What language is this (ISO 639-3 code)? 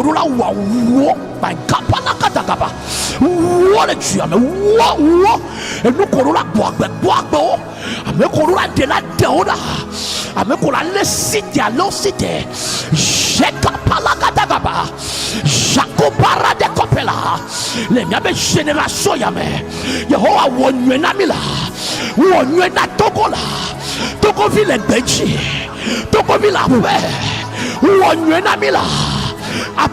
ewe